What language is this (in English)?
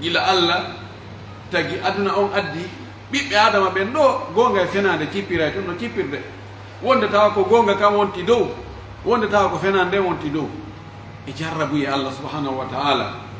Pular